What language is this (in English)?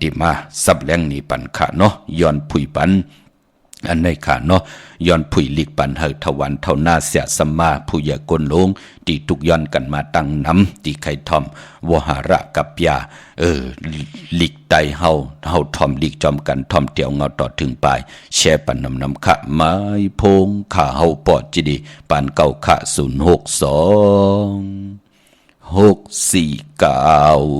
Shan